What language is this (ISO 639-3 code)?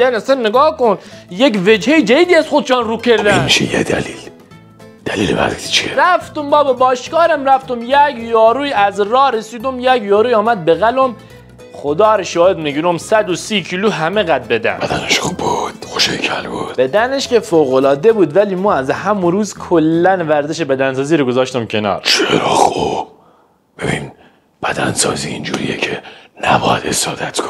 fas